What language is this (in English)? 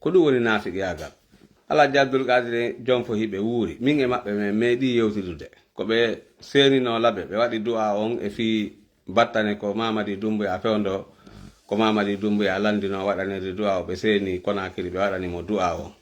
Fula